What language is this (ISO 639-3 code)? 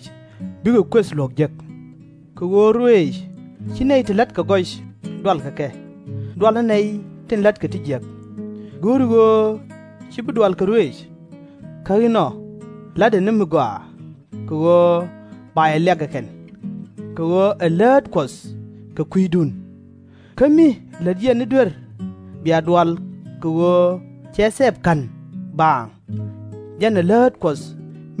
nus